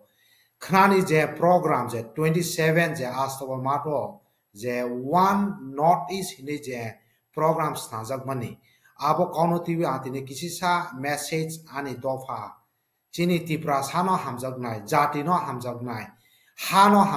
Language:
Kok Borok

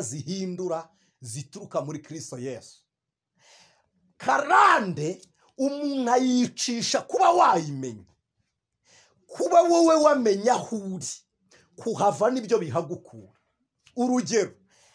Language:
Kinyarwanda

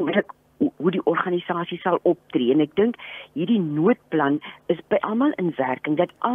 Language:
Afrikaans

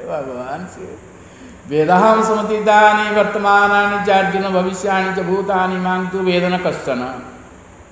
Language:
Odia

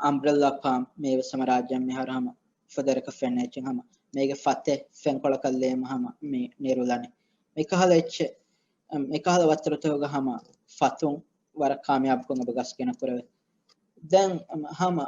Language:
Divehi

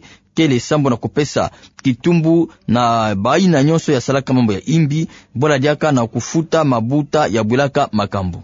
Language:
Kituba (Democratic Republic of Congo)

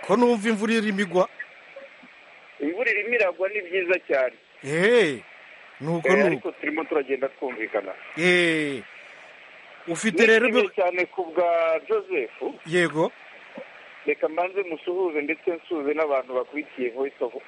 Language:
Kinyarwanda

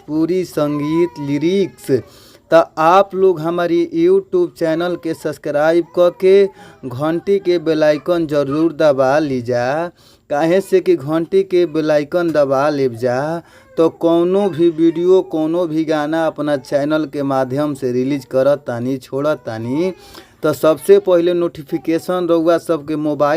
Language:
Bhojpuri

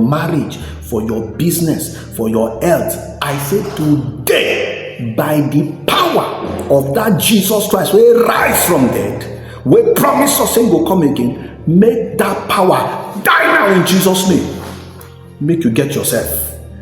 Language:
Nigerian Pidgin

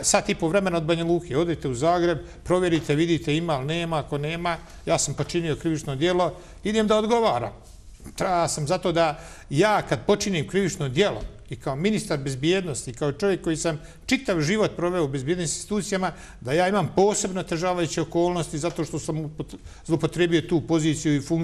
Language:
Bosnian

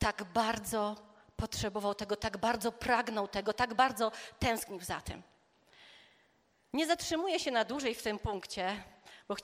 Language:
Polish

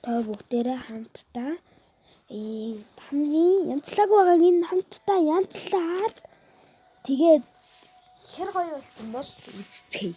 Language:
Mongolian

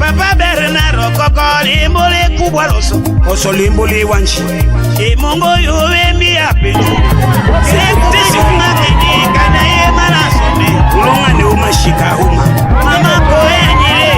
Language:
Tetela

